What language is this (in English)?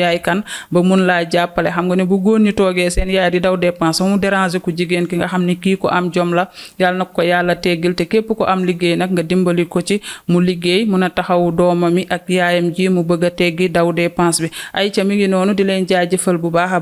Wolof